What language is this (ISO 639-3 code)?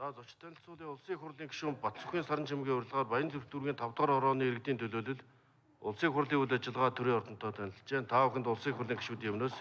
mon